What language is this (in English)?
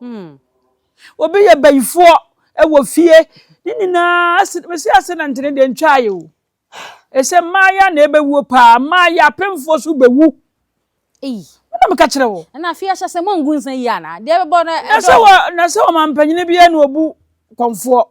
Akan